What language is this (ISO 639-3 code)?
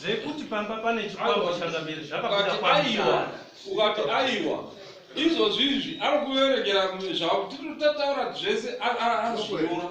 sna